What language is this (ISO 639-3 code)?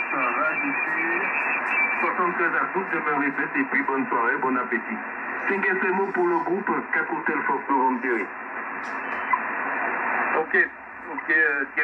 fra